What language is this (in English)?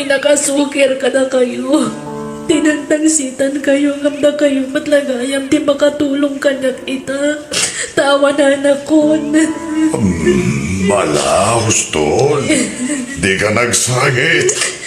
Iloko